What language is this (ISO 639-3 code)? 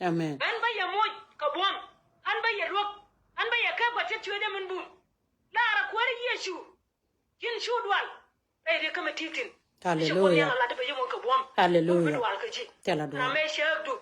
nus